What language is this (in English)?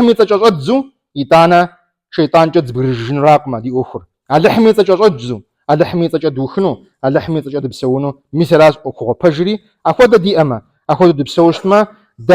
Kabardian